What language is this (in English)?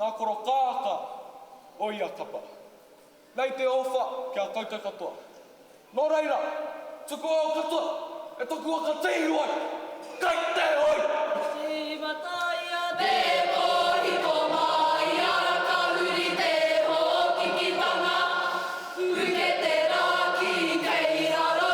Māori